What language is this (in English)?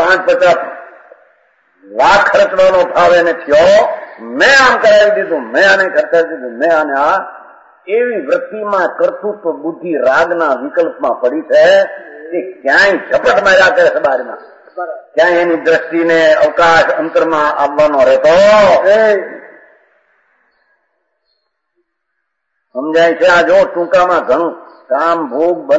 Gujarati